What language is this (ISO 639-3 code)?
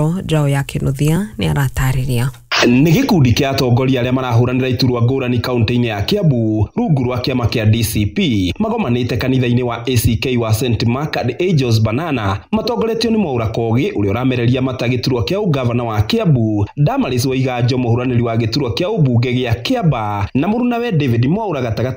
kik